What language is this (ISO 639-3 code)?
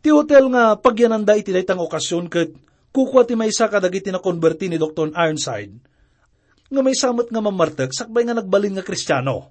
ilo